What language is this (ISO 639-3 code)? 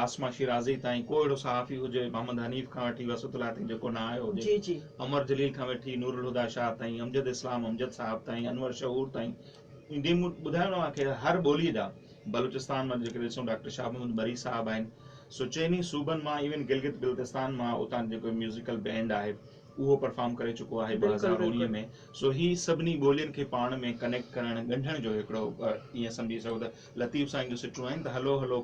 snd